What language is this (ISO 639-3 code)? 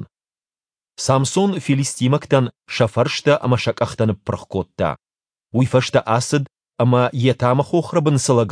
oss